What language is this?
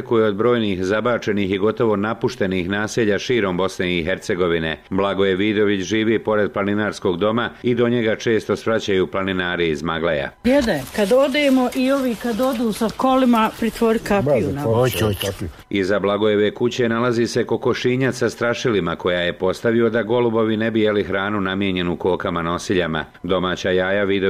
Bosnian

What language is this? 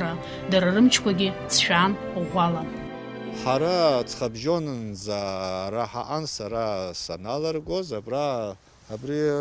Abkhazian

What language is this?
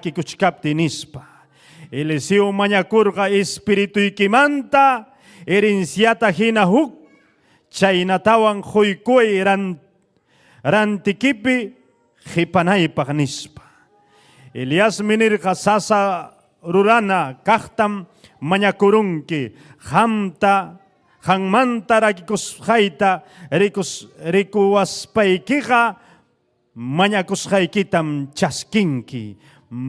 Ayacucho Quechua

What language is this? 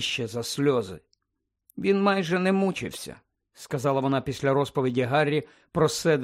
Ukrainian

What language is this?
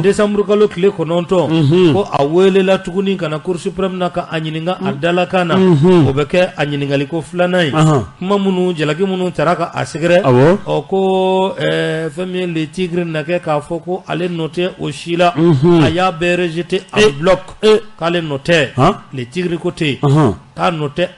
Bambara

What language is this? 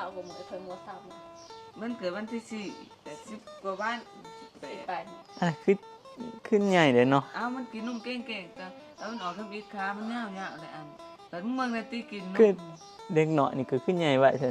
Northeastern Thai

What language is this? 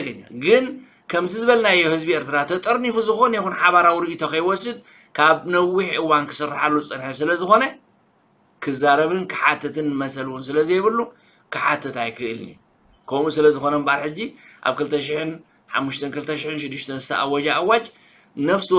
Tigrinya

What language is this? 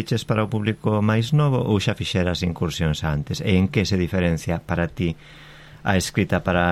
Galician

